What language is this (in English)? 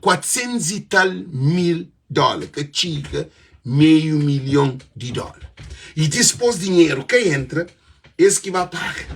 Kabuverdianu